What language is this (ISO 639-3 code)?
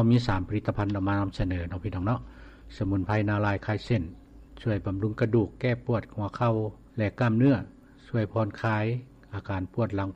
lao